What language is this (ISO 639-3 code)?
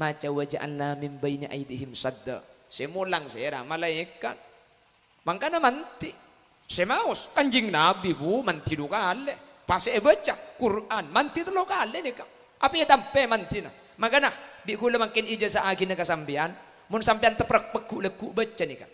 mad